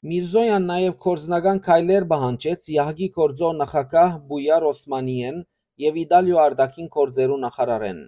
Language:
Western Armenian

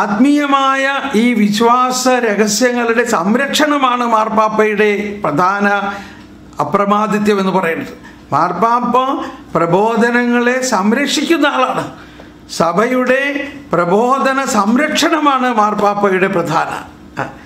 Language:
Malayalam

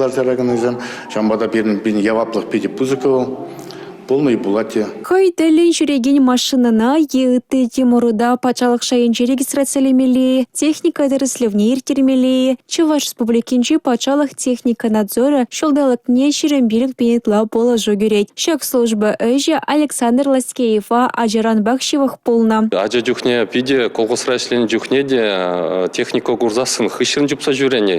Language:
Chuvash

